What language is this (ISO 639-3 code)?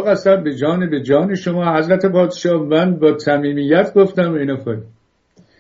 fas